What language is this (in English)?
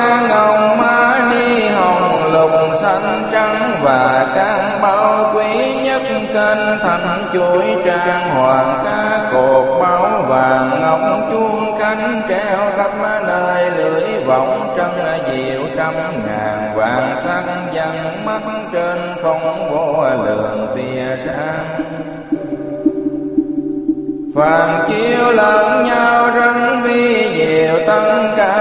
Vietnamese